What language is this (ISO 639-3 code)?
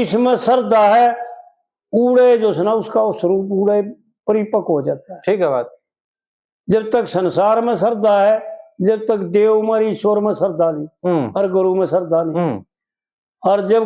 bgc